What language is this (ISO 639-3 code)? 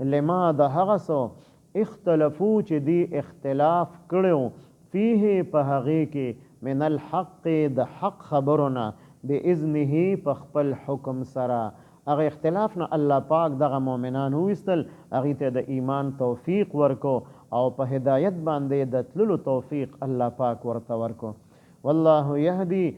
pus